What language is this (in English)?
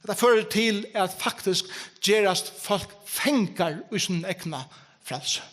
Faroese